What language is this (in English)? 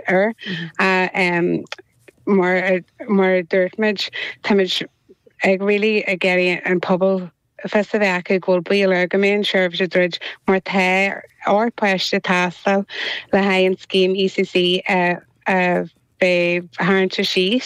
Irish